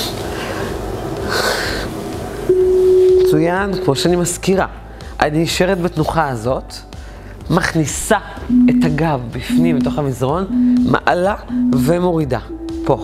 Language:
Hebrew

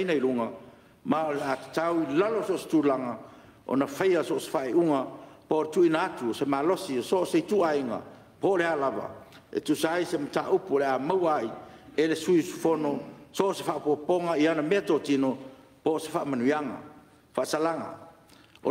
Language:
Samoan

